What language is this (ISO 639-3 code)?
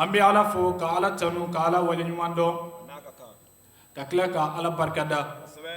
bam